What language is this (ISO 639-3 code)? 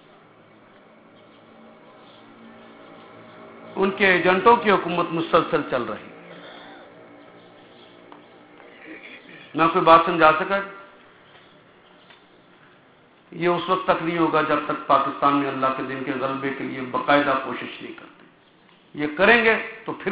urd